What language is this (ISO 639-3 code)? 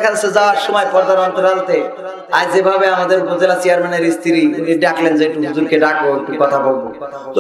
ben